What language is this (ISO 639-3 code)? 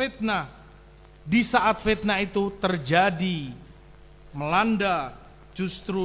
ind